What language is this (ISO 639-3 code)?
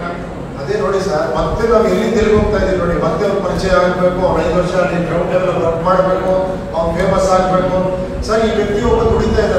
kan